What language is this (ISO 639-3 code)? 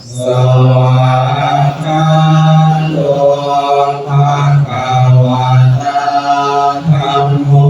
pli